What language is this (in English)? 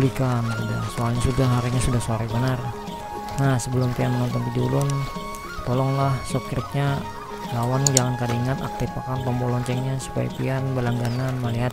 Banjar